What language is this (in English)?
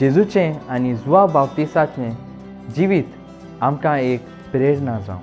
Konkani